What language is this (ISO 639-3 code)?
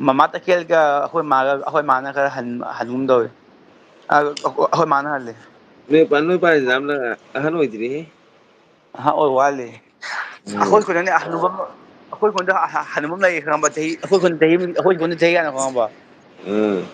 mni